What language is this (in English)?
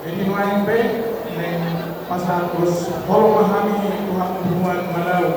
Batak Toba